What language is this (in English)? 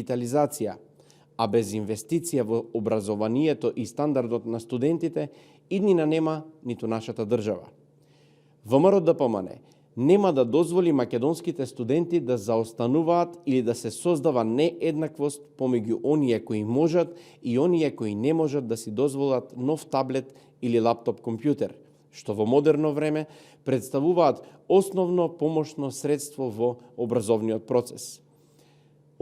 Macedonian